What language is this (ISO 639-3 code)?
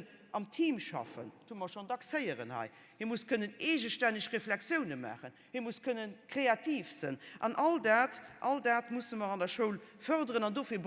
ltz